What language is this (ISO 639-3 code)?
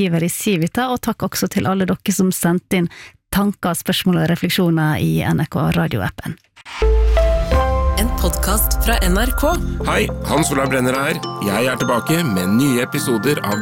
nor